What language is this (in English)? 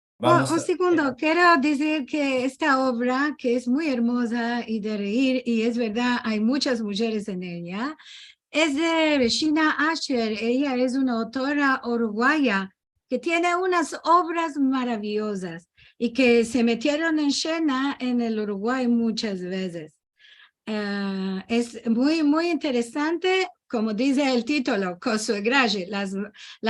Ladino